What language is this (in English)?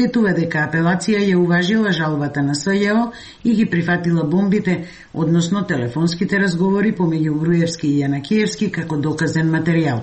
Macedonian